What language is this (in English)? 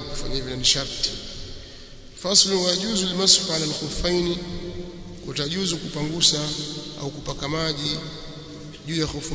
Swahili